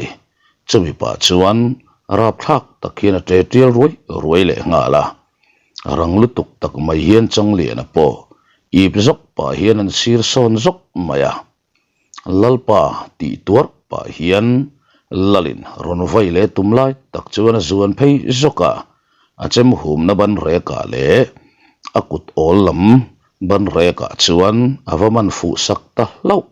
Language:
Mizo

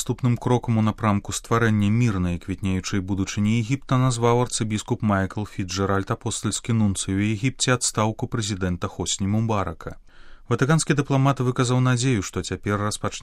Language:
Belarusian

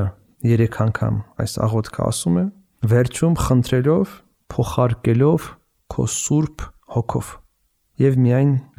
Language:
Armenian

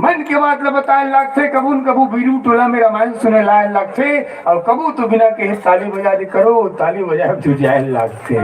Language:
Chhattisgarhi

